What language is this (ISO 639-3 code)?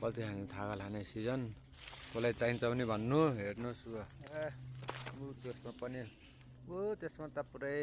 nep